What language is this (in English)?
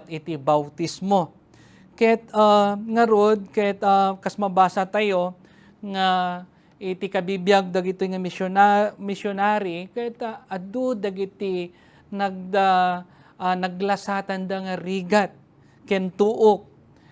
Iloko